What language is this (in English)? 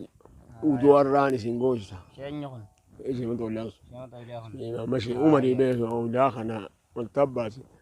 Oromo